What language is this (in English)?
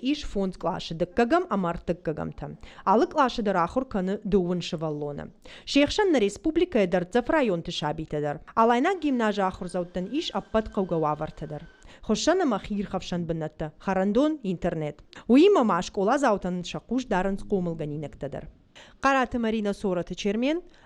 Ossetic